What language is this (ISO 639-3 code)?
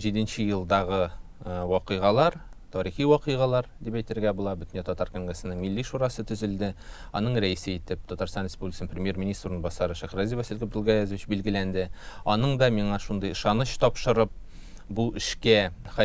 tat